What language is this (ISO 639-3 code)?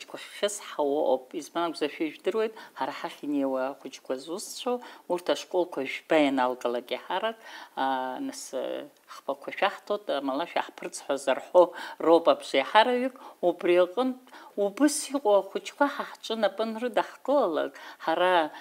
abk